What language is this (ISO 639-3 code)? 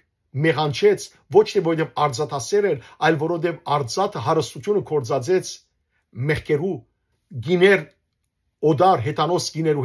hyw